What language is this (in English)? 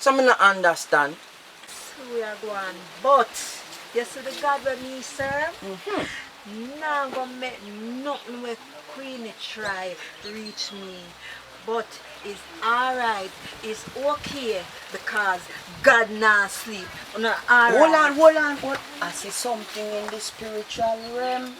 Jamaican Creole English